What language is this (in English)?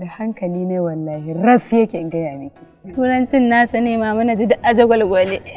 Hausa